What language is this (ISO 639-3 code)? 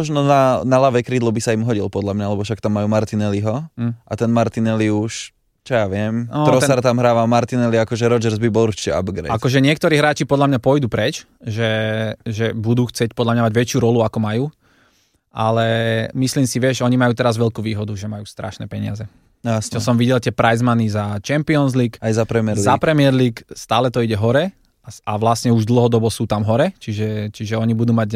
slk